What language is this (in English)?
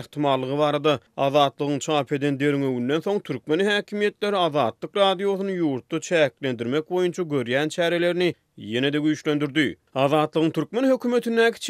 Turkmen